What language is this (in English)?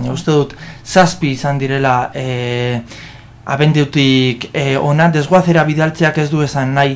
Basque